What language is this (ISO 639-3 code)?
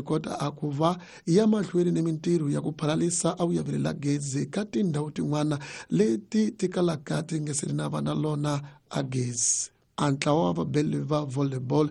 tso